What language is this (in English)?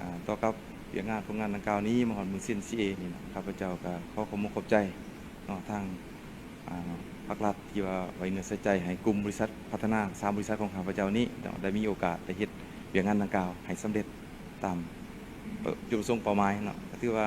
Lao